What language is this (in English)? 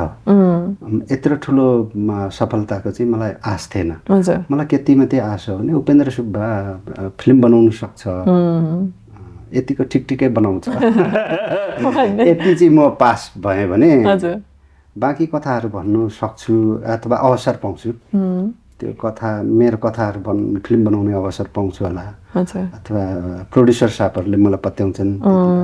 Nepali